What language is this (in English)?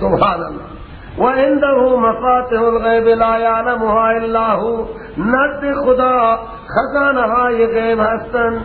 Persian